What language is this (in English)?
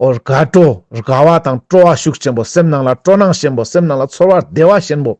Ladakhi